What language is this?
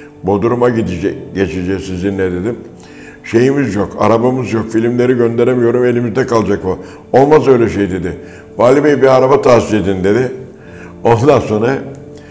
Turkish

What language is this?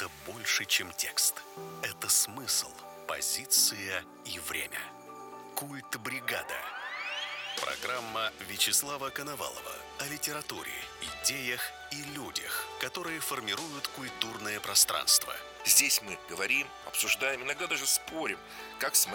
Russian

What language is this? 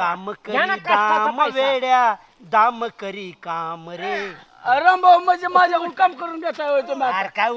Marathi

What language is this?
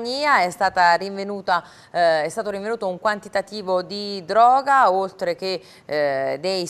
Italian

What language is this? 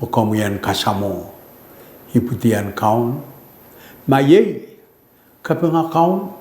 Pohnpeian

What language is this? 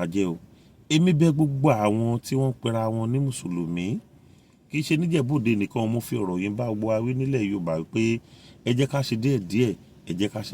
Yoruba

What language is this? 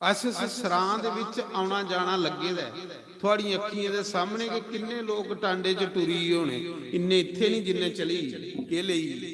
Dogri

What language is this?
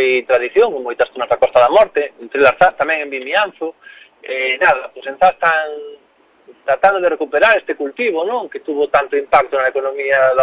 Galician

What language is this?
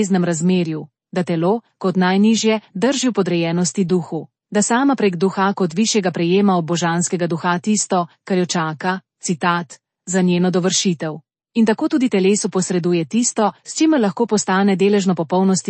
Slovenian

